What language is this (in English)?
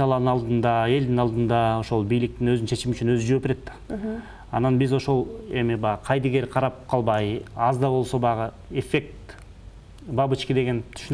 Kyrgyz